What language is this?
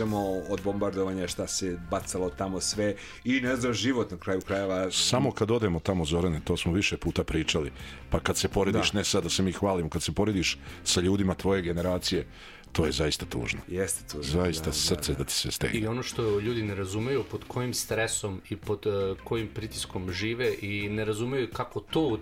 Serbian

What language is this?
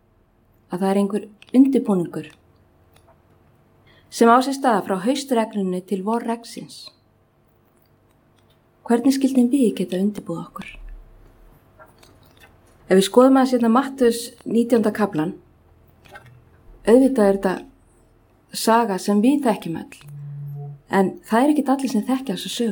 Icelandic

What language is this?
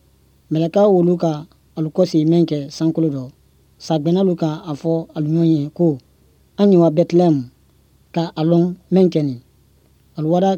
Bambara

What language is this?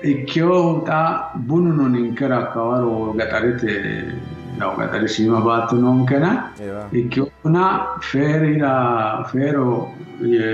Sidamo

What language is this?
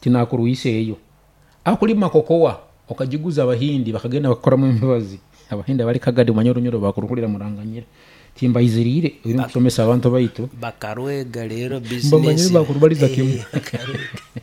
Nyoro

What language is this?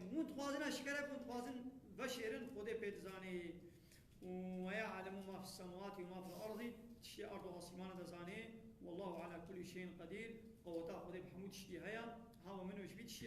Kurdish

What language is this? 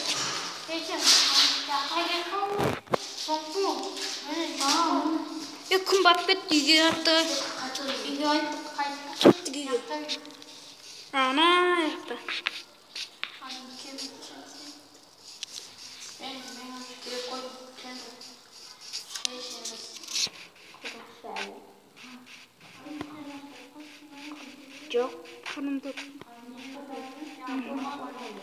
Kazakh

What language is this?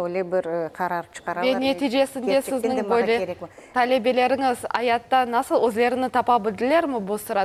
Crimean Tatar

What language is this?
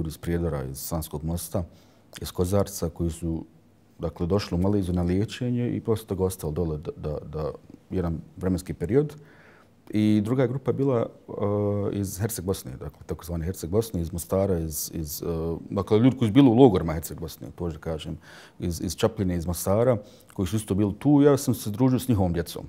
Bosnian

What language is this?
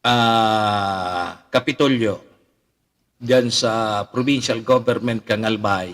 Bikol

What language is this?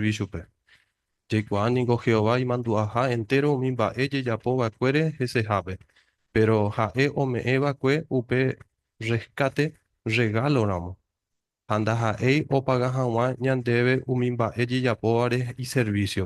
Guarani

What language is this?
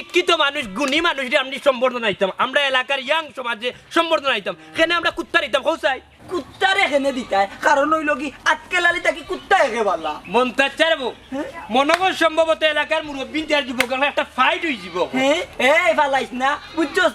Sylheti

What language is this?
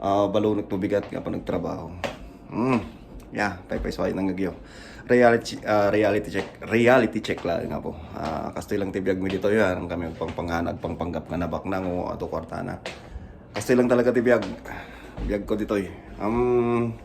Iloko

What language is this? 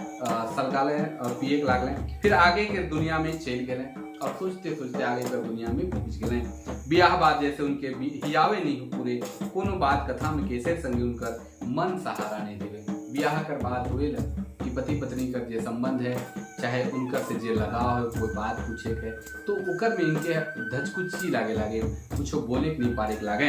Sadri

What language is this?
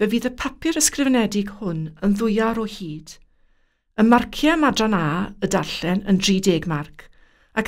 Welsh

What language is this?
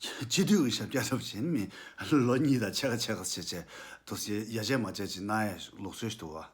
Tibetan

